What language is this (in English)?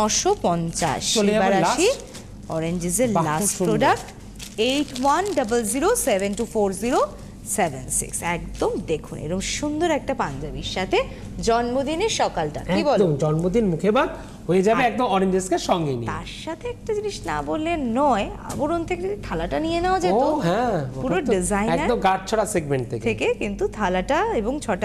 Bangla